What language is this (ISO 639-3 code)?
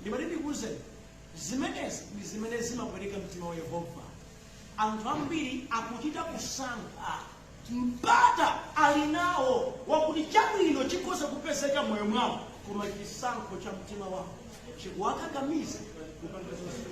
nya